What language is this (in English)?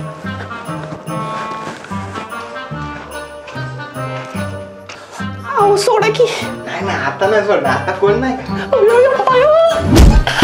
Marathi